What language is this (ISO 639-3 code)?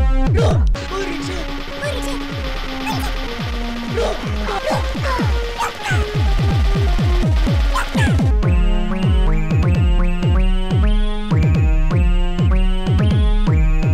msa